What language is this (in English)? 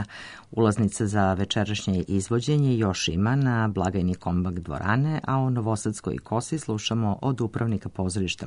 Serbian